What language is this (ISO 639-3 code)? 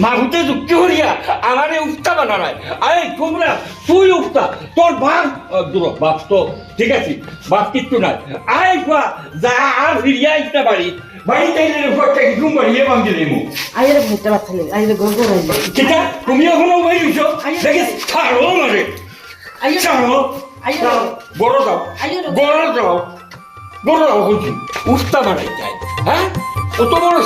syl